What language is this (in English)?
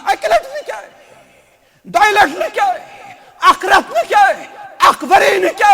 Kashmiri